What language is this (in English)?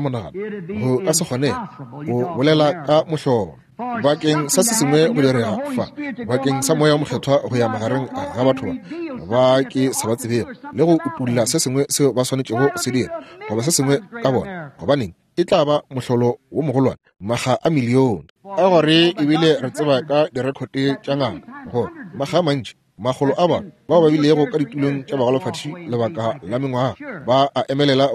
Northern Sotho